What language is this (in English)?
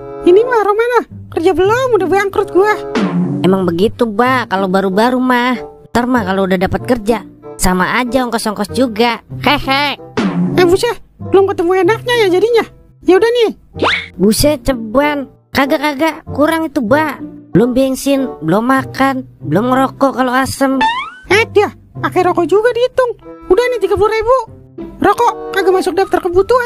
Betawi